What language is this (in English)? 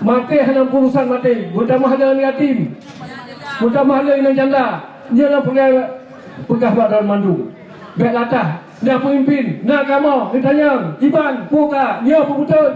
Achinese